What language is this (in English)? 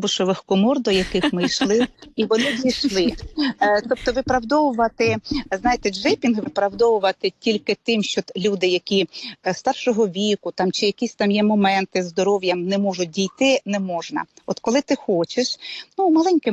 Ukrainian